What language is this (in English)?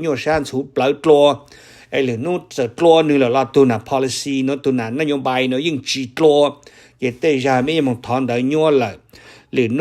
Hmong